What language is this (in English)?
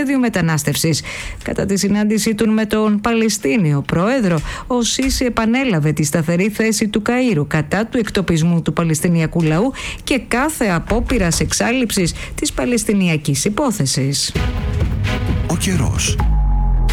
Greek